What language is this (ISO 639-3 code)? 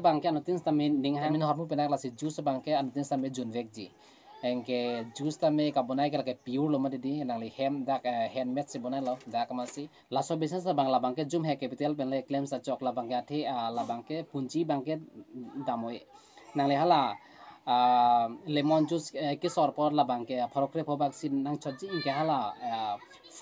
mjw